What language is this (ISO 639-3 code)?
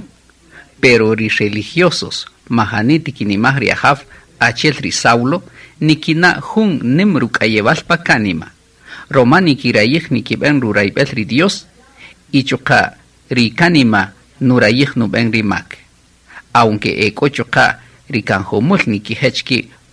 cak